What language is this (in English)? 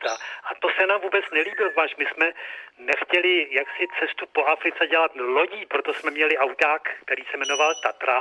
Czech